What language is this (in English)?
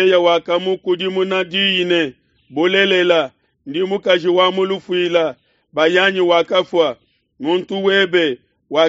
Luba-Lulua